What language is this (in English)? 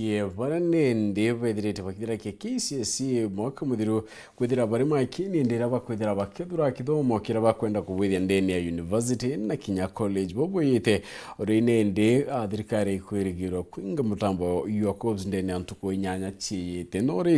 Meru